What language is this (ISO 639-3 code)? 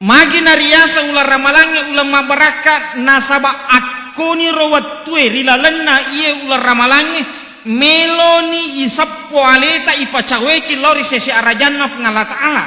bug